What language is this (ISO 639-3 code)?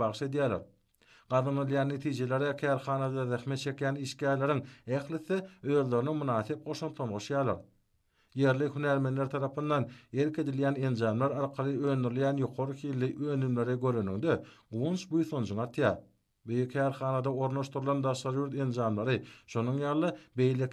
tuk